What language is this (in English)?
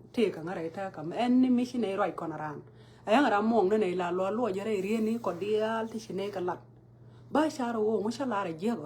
Nuer